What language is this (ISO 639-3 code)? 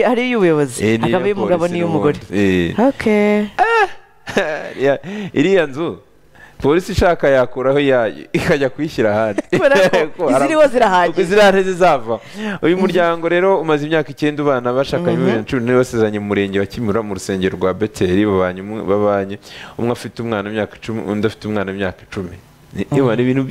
kin